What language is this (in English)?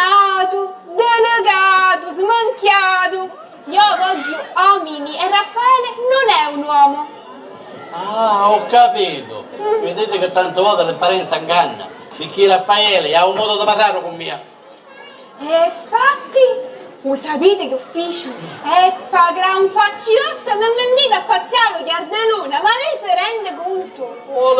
Sicilian